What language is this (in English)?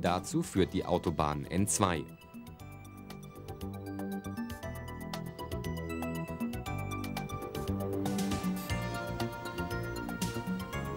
German